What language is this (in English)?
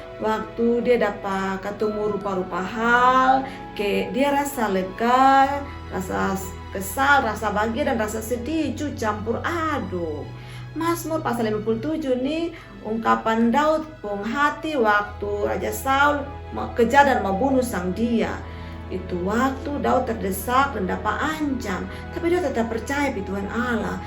Kupang Malay